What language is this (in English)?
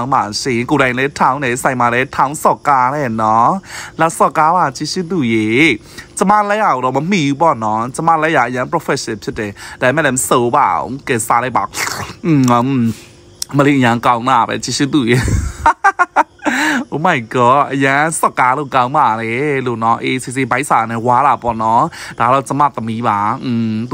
Burmese